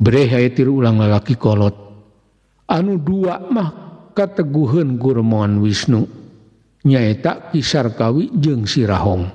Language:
Sundanese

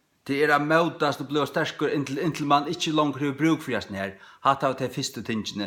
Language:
Faroese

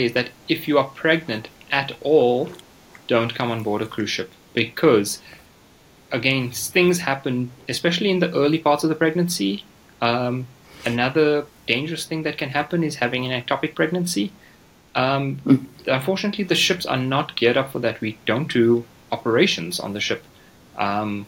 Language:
English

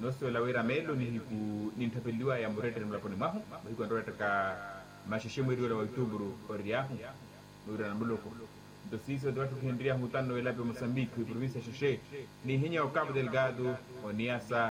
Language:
Makhuwa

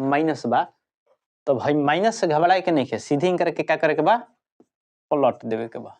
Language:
Bhojpuri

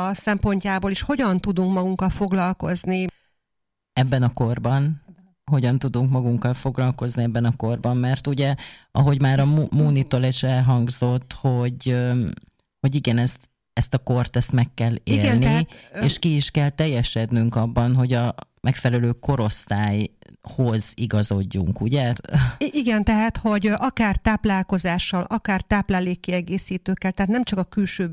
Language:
Hungarian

